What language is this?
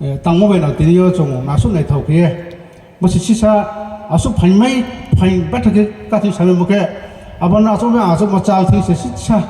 Riang (India)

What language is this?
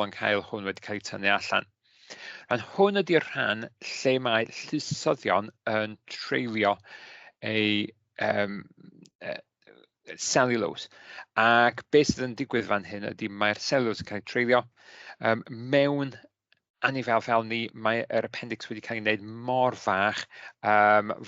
Welsh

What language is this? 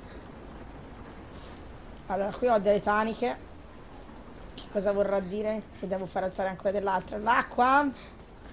Italian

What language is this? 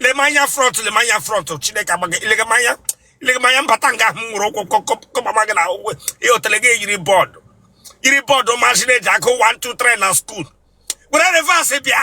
Igbo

